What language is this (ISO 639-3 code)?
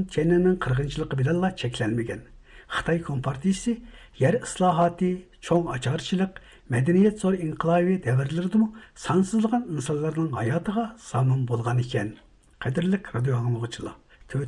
uig